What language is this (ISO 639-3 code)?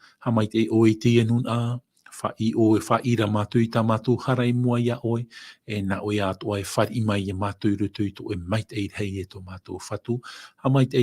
tah